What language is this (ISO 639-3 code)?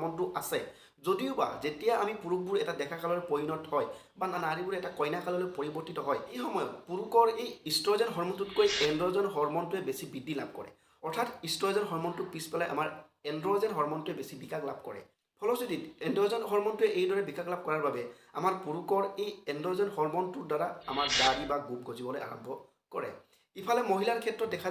asm